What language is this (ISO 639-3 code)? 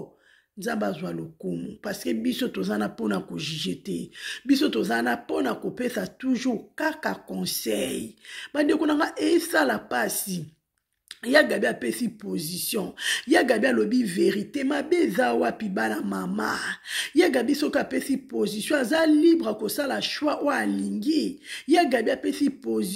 lin